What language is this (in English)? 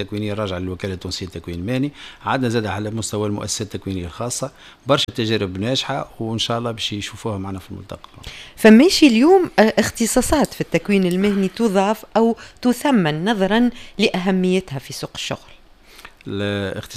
Tunisian Arabic